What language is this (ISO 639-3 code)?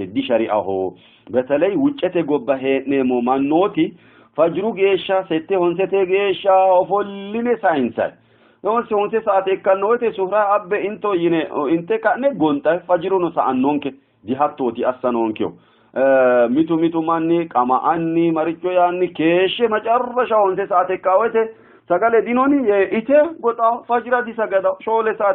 sid